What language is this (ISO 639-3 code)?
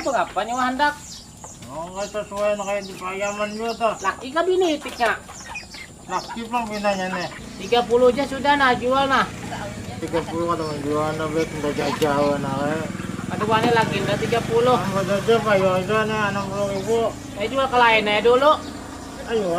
bjn